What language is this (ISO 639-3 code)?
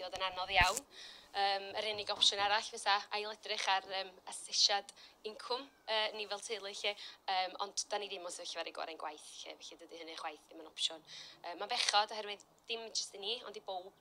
cym